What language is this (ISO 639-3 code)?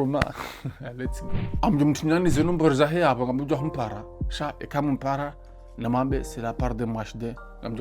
zdj